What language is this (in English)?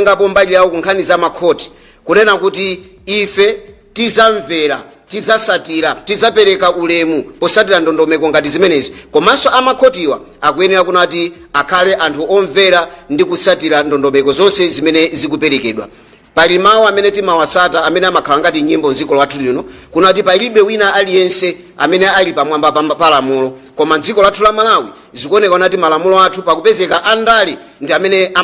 Nyanja